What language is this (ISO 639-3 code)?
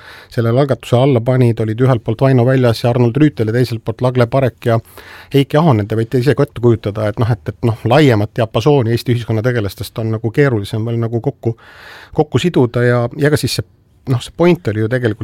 est